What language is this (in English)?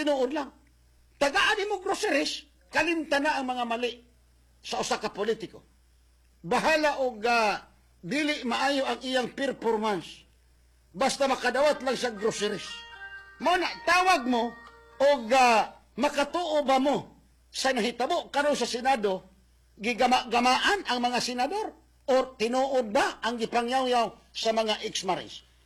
Cebuano